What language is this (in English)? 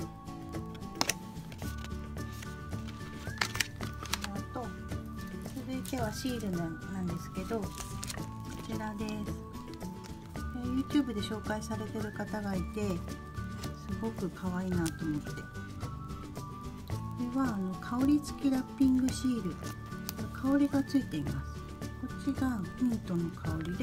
Japanese